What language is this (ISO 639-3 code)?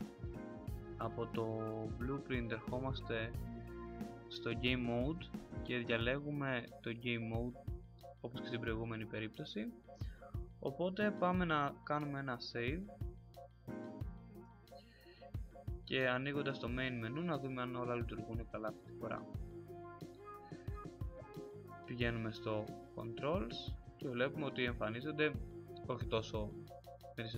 ell